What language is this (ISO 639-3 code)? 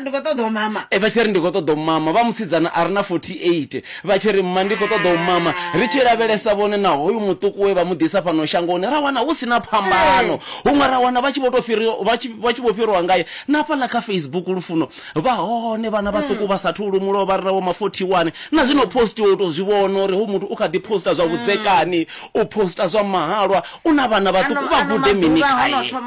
ven